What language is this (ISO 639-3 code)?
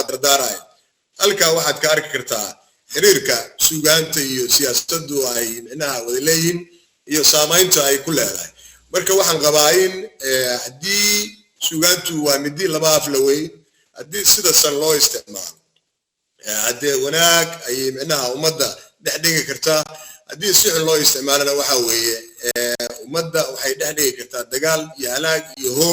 som